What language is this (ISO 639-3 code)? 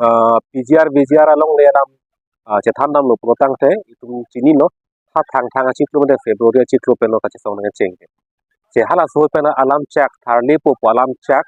mjw